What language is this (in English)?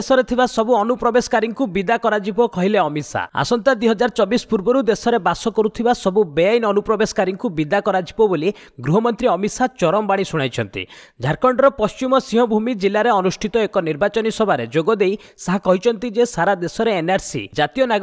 Odia